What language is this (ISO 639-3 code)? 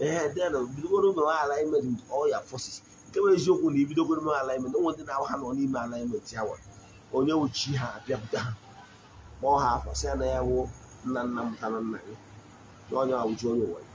ibo